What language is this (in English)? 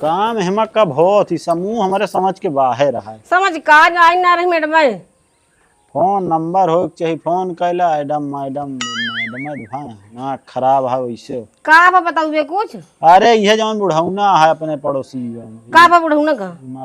Awadhi